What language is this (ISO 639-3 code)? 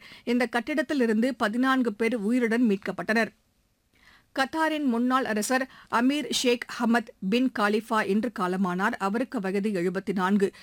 tam